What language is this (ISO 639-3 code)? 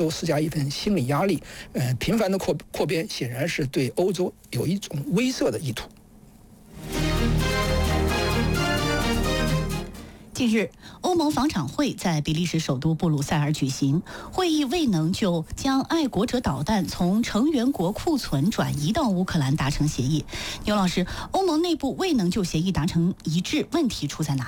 zho